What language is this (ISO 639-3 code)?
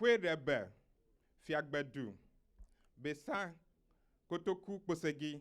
ewe